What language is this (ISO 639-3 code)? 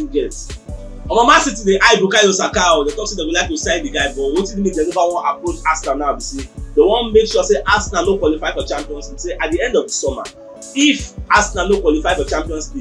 pcm